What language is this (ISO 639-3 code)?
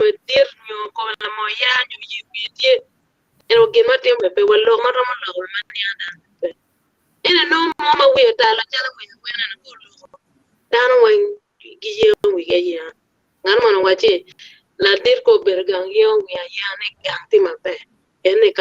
ach